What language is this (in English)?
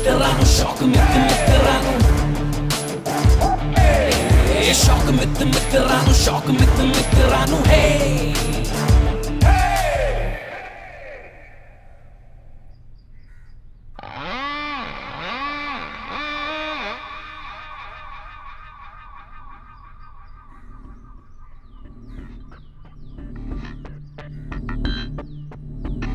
Punjabi